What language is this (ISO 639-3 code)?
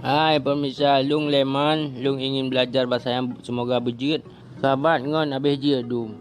ace